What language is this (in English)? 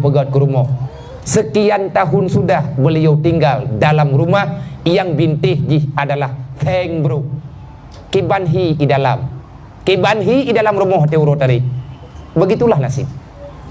Achinese